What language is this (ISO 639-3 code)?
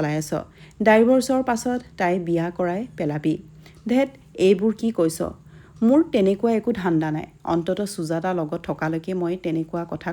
asm